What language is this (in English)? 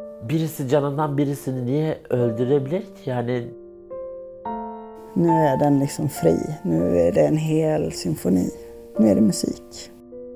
Swedish